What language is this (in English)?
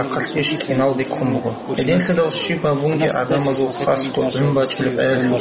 Avaric